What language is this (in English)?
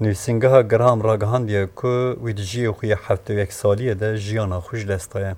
Kurdish